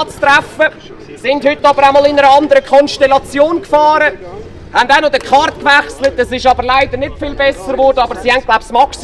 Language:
Swiss German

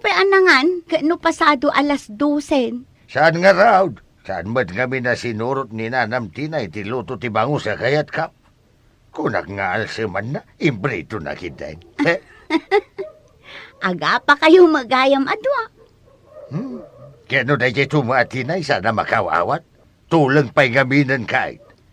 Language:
Iloko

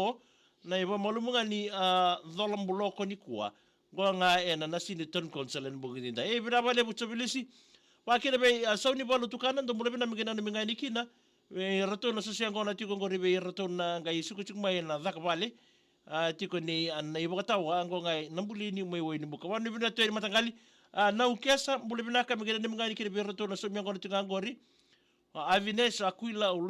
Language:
Fijian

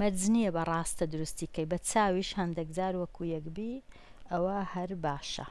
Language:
Central Kurdish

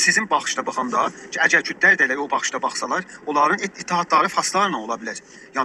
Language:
South Azerbaijani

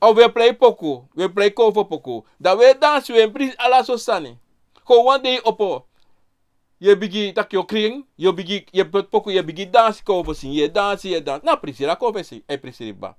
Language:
Sranan Tongo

